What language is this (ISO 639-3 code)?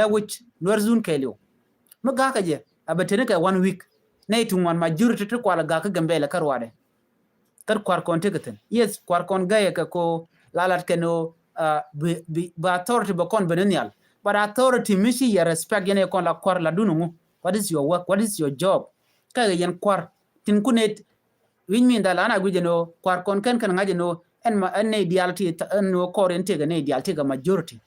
nus